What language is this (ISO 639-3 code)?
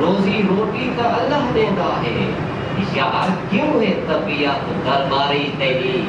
skr